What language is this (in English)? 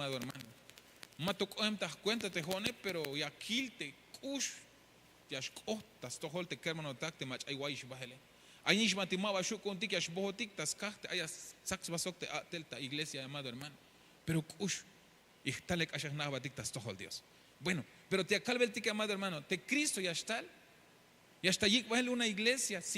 Tzeltal